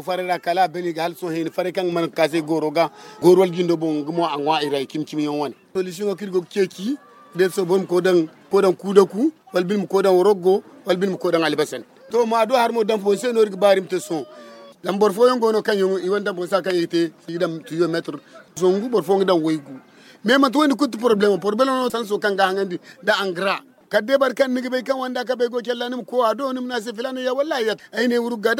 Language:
Zarma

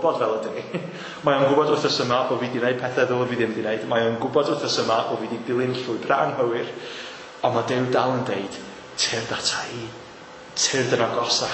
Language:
Welsh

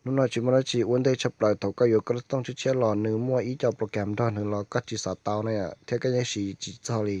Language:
Hmong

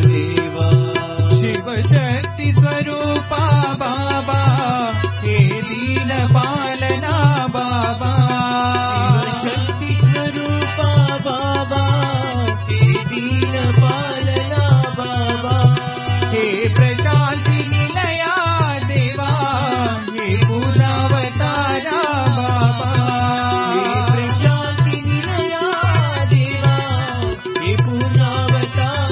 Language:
Telugu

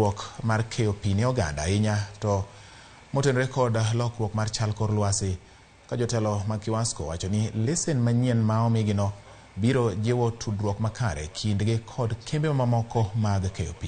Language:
Luo (Kenya and Tanzania)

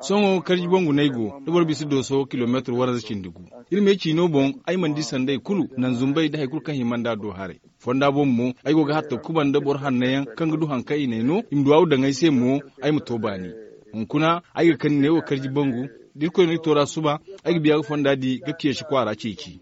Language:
Zarma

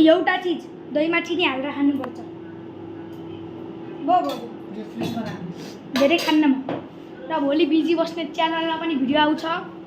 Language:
Nepali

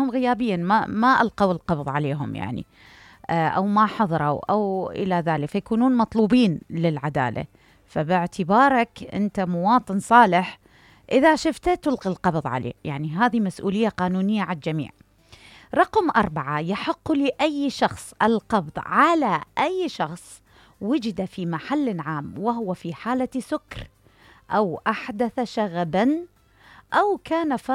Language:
Mesopotamian Arabic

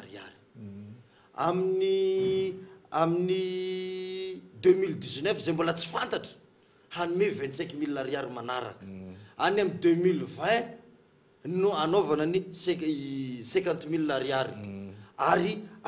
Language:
Malagasy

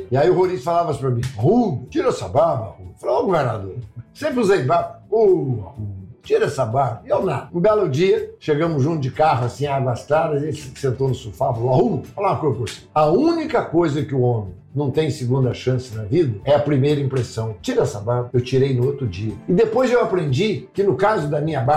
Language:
Portuguese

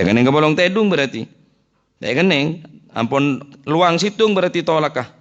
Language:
Madurese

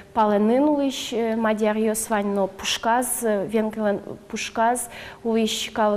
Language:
Udmurt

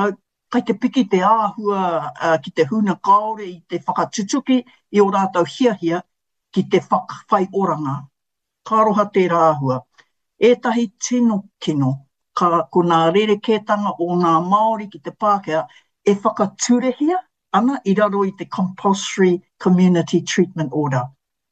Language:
Māori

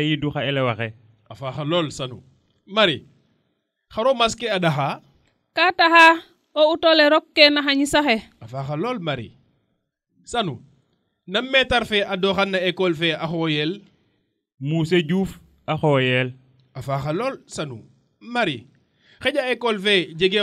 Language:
Serer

